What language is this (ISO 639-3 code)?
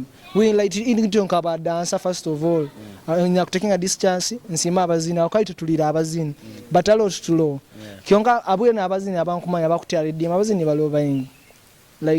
nyo